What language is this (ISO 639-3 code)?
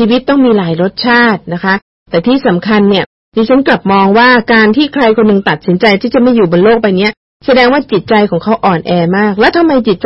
tha